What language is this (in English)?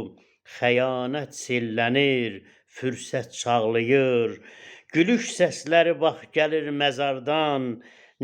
Azerbaijani